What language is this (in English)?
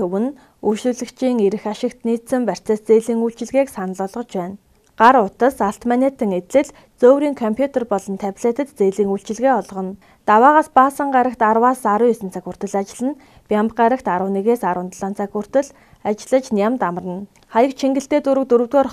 Mongolian